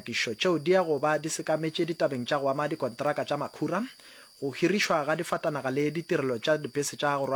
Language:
Northern Sotho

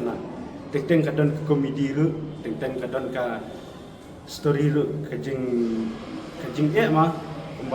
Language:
Khasi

